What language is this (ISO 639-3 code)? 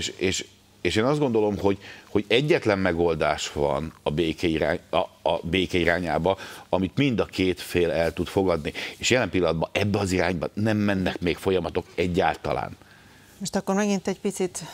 hun